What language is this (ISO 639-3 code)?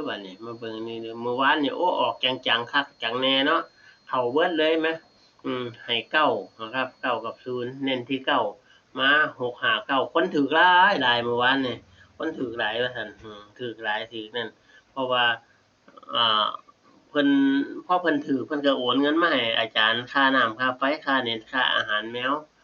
tts